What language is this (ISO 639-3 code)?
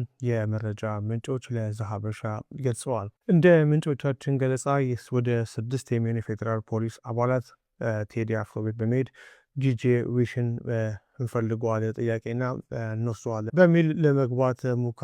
amh